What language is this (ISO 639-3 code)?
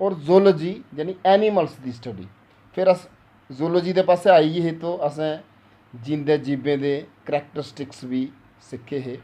doi